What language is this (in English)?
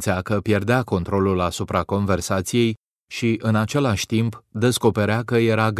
Romanian